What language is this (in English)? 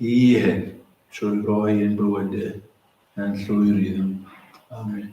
Welsh